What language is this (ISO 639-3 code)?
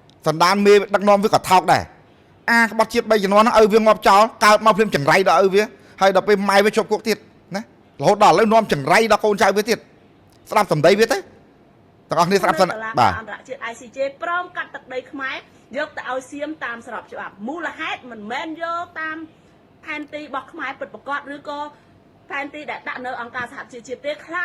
khm